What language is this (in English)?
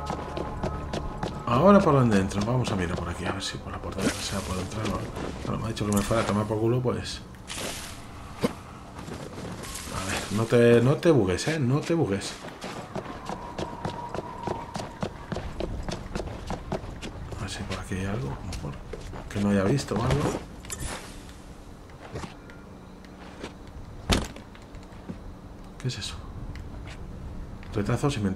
Spanish